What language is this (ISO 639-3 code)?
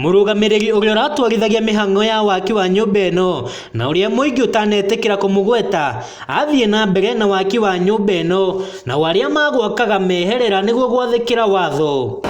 kik